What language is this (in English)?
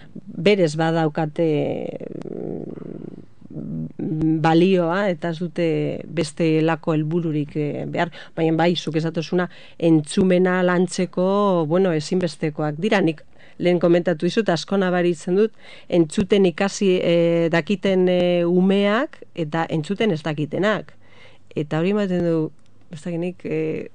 Basque